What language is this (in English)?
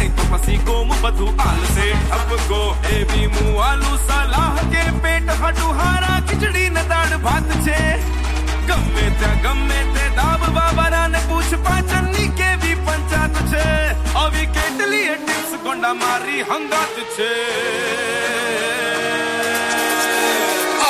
Gujarati